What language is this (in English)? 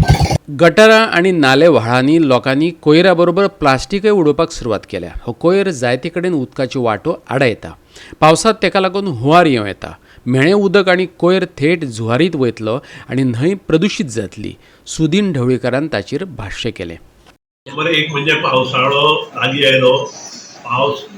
Konkani